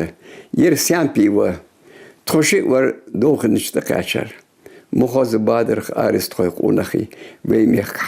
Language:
Ingush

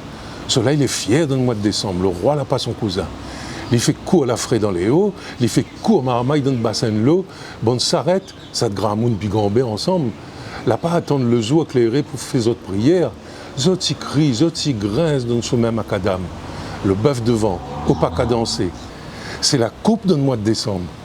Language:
Réunion Creole French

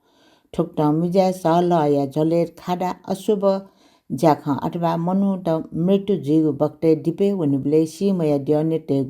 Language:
Newari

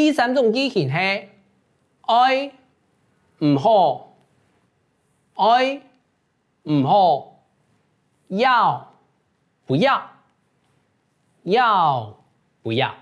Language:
Hakka Chinese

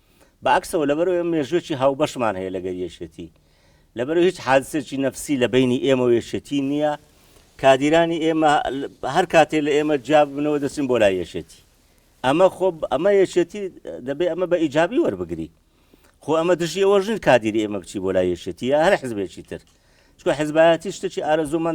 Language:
Central Kurdish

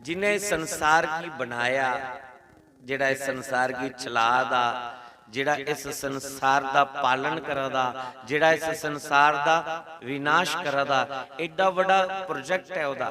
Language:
Dogri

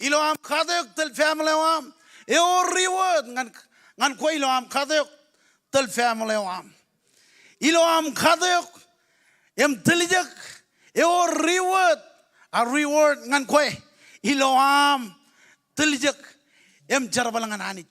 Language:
Marshallese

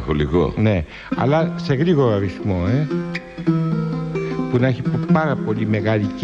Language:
Greek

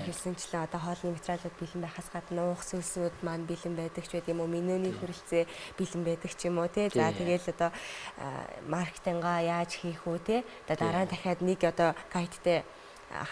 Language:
Mongolian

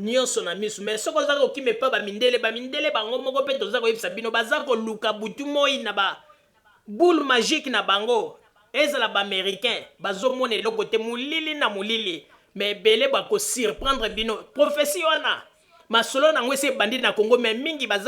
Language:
Lingala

